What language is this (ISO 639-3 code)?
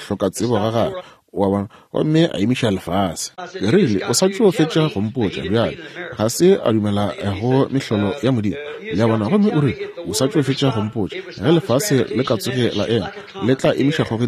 nso